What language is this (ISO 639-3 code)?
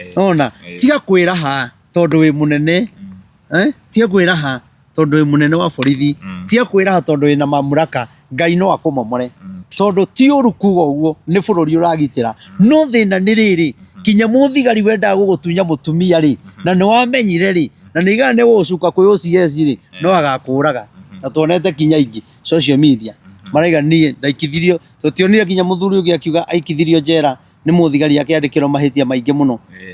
kik